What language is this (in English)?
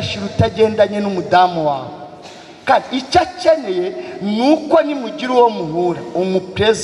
Kinyarwanda